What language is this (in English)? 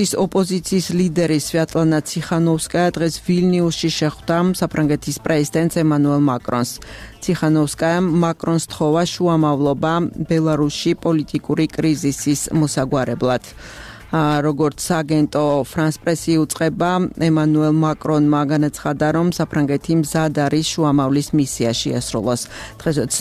Georgian